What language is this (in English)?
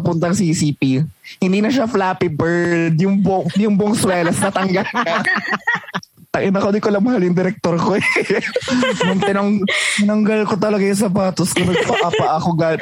Filipino